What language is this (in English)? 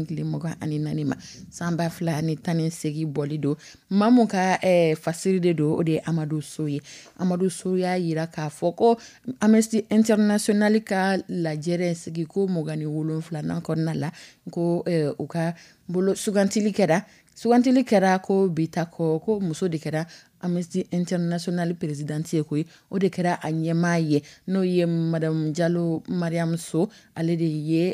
Dyula